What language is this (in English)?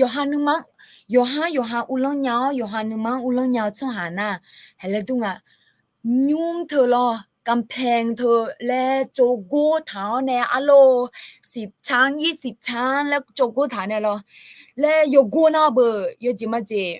Akha